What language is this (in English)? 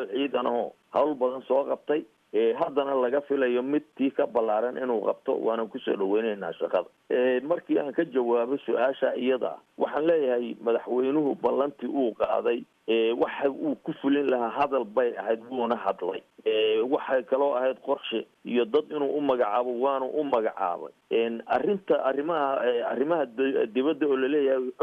Somali